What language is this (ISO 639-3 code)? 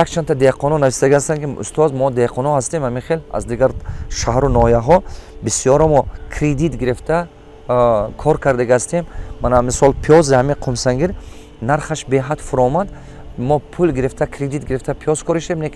tgk